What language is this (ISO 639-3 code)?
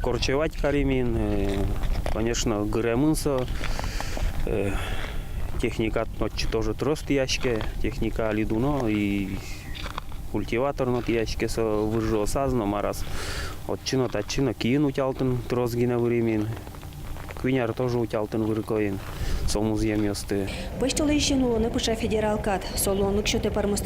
udm